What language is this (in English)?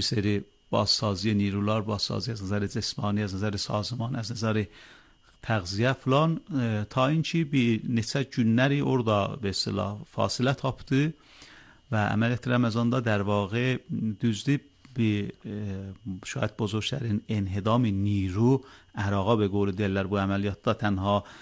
Azerbaijani